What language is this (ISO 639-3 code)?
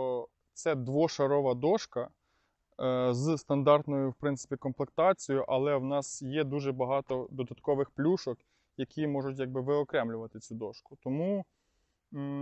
ukr